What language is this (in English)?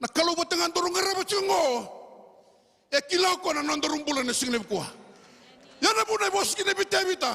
Fijian